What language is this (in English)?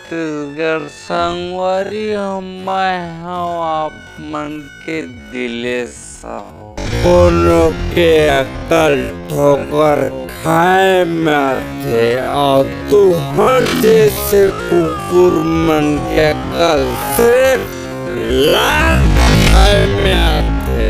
Chhattisgarhi